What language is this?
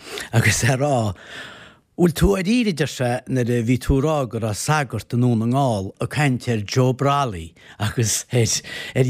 Irish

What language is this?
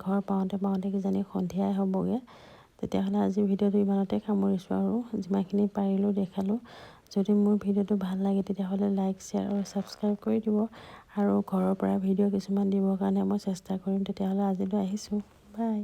Assamese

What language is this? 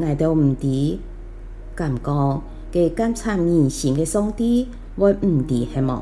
Hakka Chinese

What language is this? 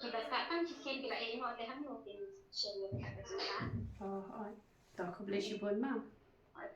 Khasi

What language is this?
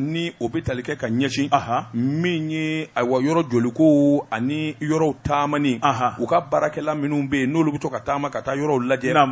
Bambara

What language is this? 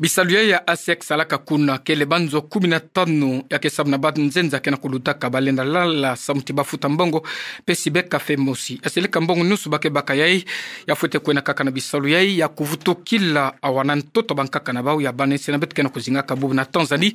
Kituba (Democratic Republic of Congo)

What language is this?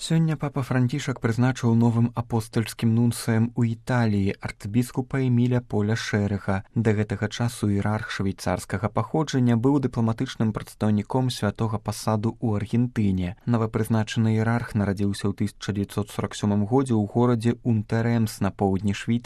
Belarusian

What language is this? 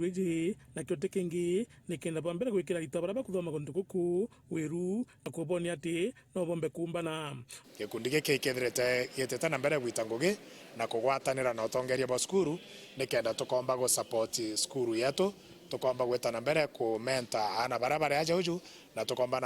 Meru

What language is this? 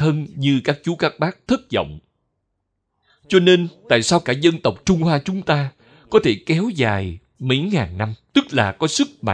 Vietnamese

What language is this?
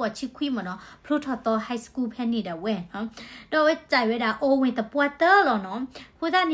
S'gaw Karen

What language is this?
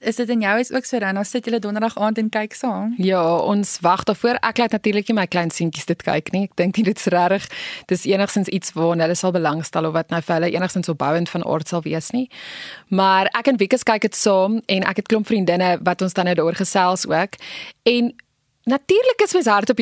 Afrikaans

